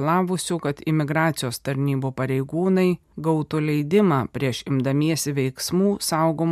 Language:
Lithuanian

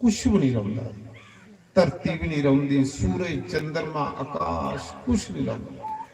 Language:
Dogri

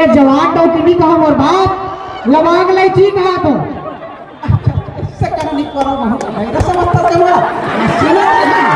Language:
Chhattisgarhi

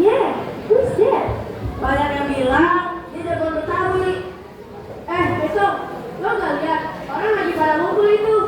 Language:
Betawi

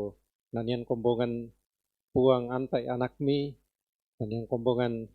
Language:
Toraja-Sa'dan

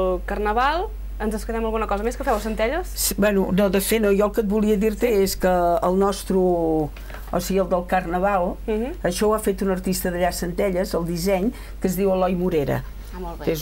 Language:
Catalan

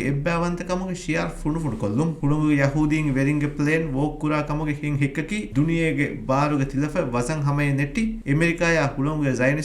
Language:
Divehi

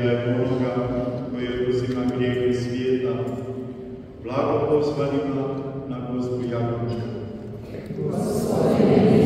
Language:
Croatian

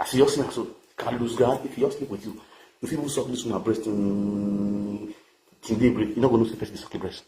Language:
Nigerian Pidgin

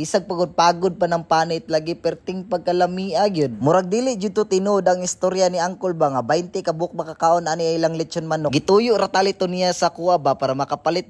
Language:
Cebuano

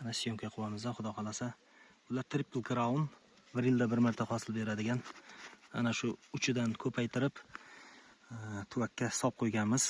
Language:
Uzbek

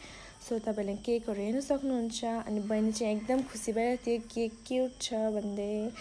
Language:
Nepali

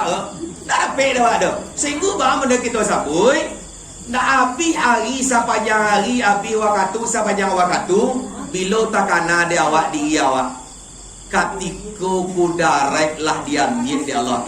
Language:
Minangkabau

